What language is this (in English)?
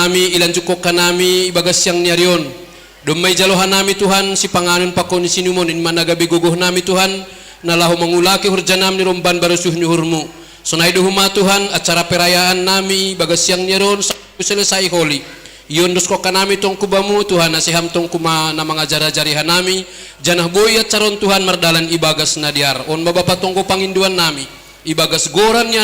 Batak Simalungun